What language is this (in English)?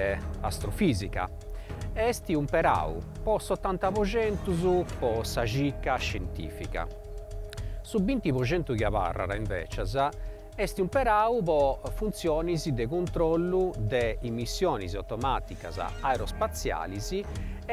Sardinian